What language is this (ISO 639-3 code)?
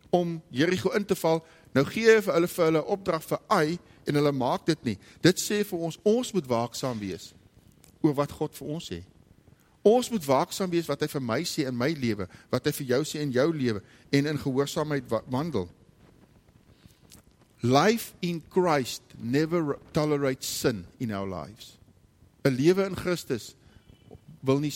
afr